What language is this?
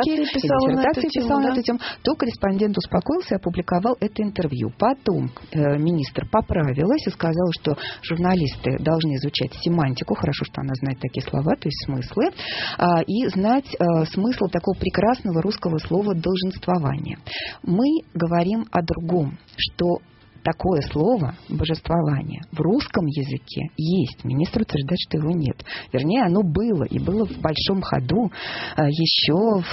Russian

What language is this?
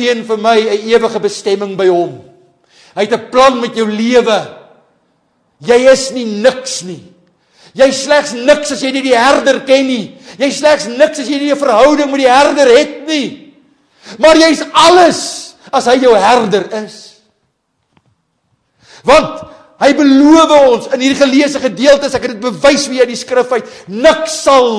Afrikaans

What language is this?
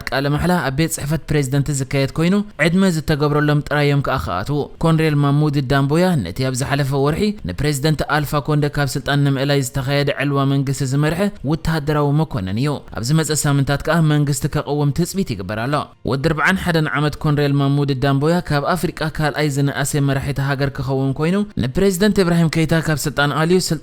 Tigrinya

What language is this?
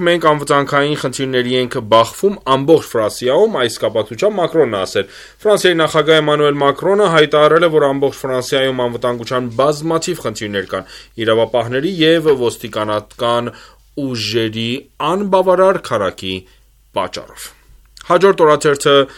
Armenian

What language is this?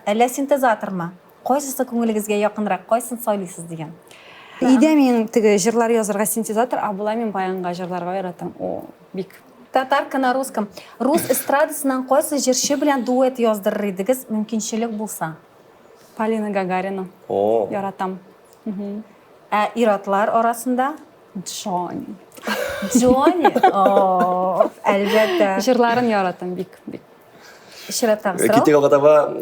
Tatar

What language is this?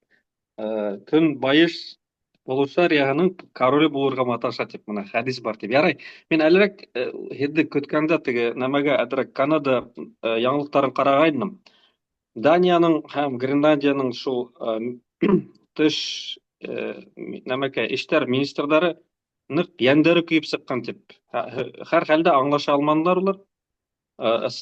Bashkir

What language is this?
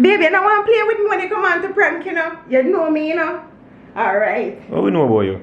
Jamaican Creole English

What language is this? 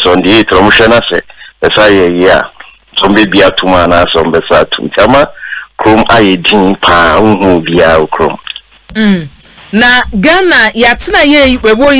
Akan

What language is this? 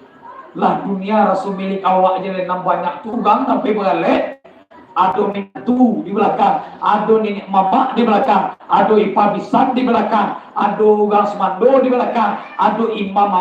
Minangkabau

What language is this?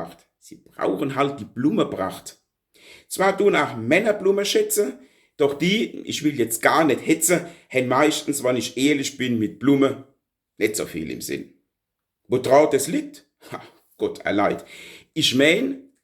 Palatine German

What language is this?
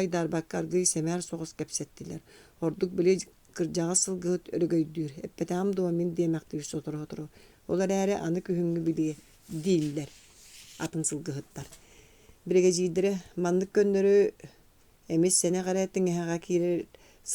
Yakut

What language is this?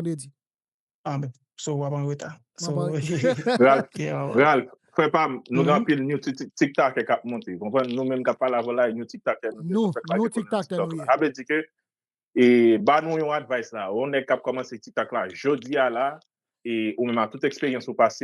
Haitian Creole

